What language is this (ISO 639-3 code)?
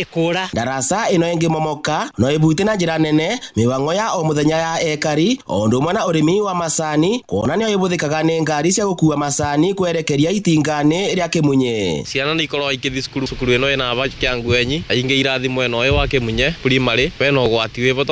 kik